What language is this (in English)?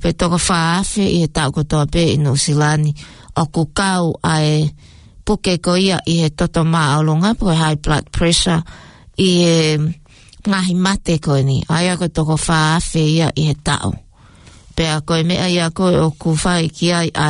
Tongan